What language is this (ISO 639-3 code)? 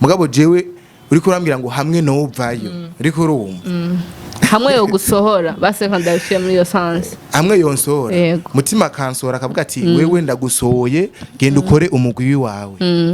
run